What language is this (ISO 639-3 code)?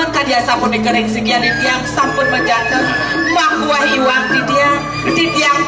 ban